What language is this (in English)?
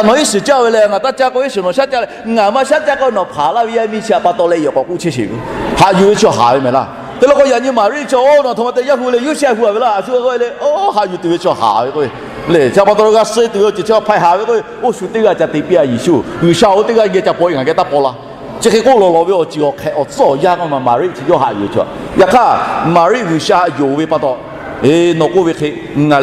Lahu